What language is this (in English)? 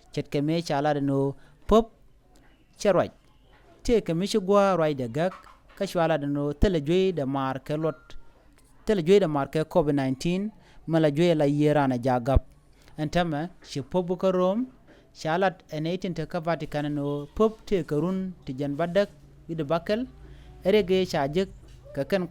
Nuer